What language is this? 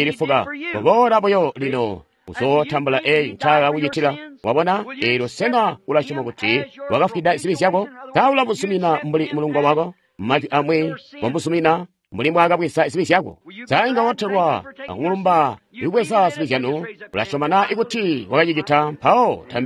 Tonga (Zambia)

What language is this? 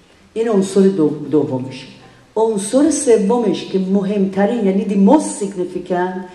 Persian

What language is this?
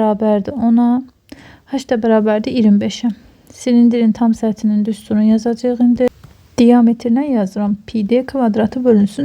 Azerbaijani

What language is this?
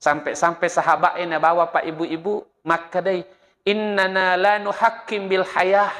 Buginese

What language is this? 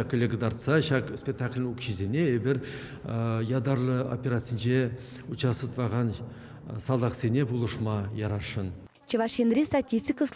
Chuvash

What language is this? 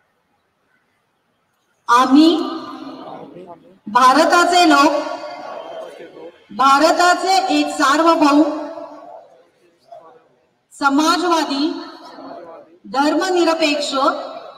Marathi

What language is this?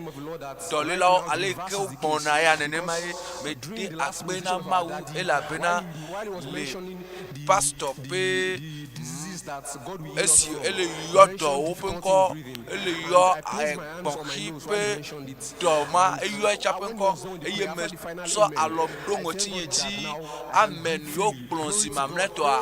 Ewe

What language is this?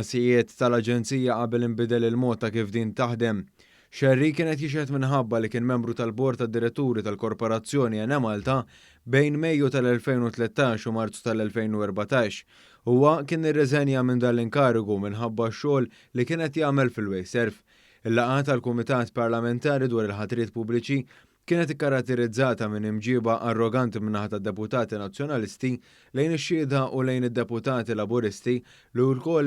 Maltese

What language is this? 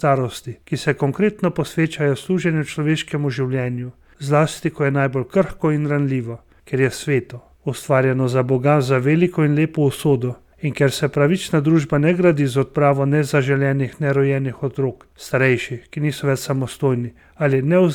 Slovenian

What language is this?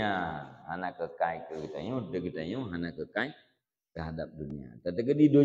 Achinese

